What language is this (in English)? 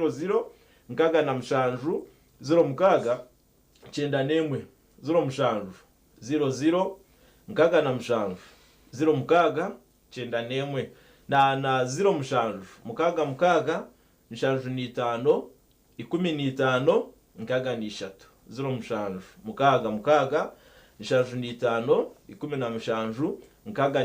Nyankole